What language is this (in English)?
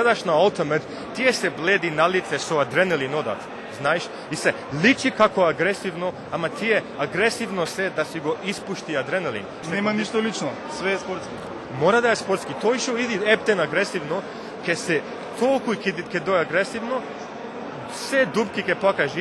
Macedonian